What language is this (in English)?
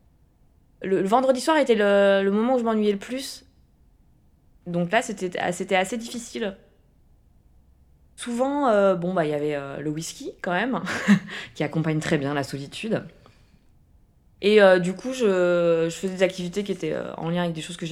French